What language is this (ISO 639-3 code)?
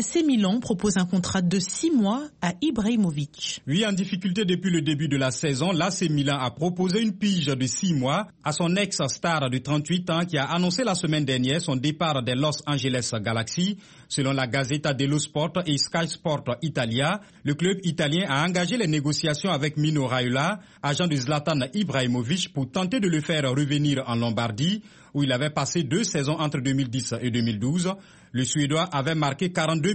fra